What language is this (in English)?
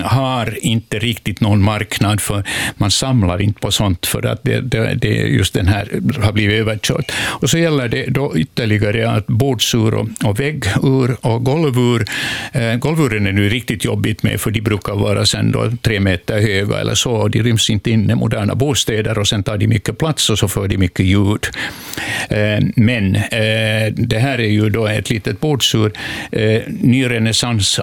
Swedish